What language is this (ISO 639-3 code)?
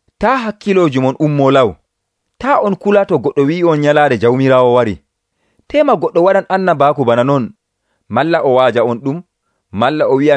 fuv